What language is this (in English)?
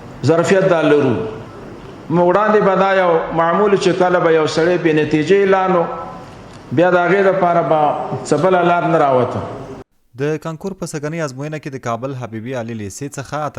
Pashto